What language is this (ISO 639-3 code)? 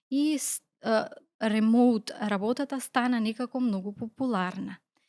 mkd